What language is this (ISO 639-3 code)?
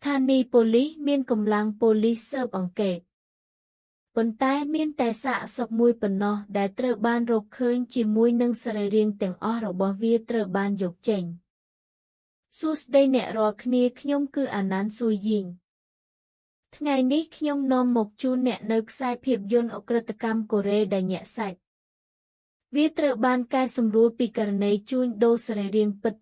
khm